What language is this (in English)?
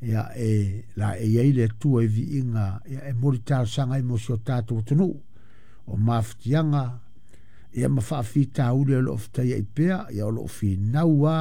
Samoan